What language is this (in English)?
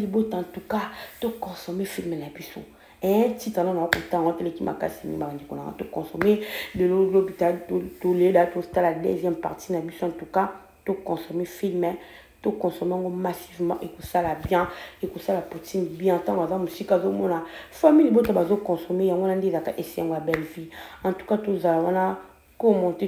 Lingala